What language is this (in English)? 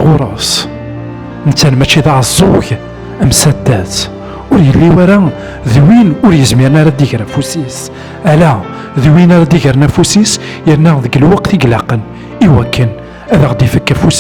Kabyle